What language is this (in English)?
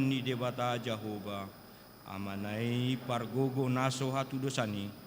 Batak Toba